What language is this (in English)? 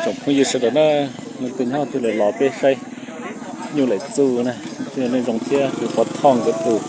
Hmong